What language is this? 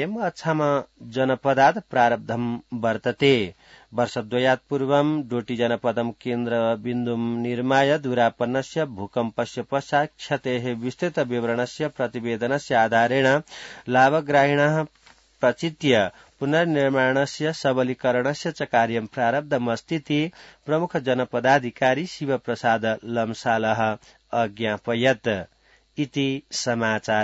Sanskrit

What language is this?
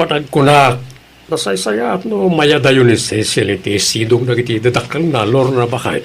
Iloko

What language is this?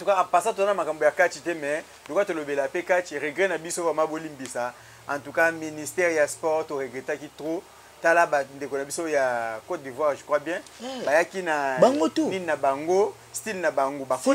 Lingala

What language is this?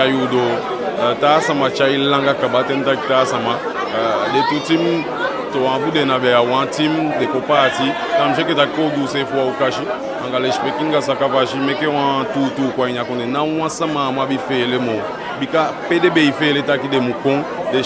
Eastern Maroon Creole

